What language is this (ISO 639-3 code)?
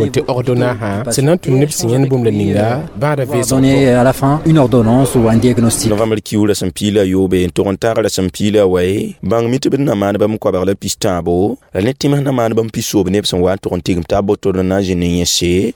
mos